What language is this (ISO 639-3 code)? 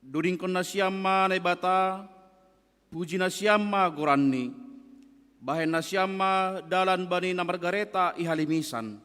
bts